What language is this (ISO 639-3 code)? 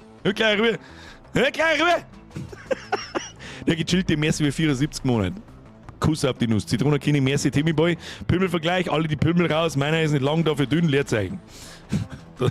bar